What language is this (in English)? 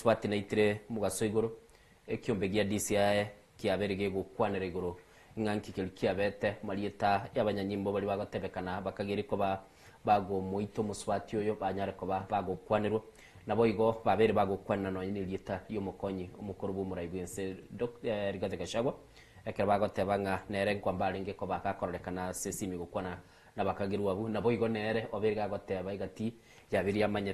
Gusii